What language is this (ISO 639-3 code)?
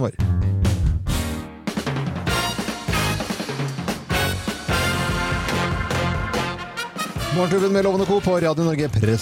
nor